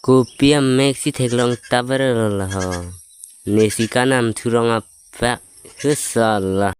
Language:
Karbi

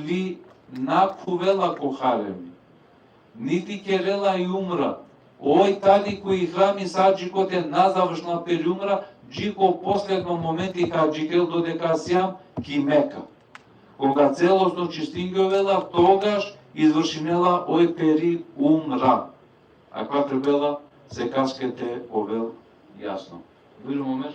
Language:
Balkan Romani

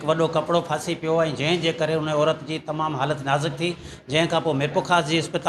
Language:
Sindhi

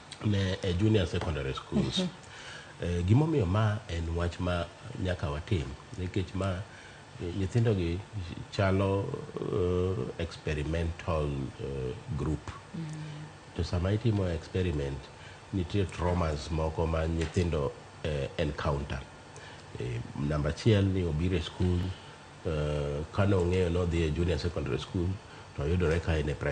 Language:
Luo (Kenya and Tanzania)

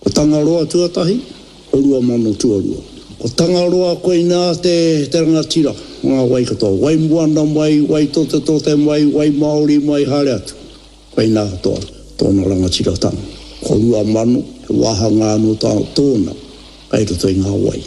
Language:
Māori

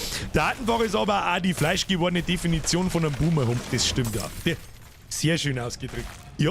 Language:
Bavarian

